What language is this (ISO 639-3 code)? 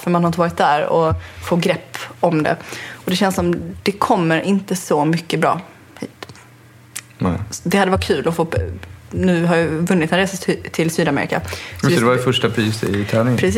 swe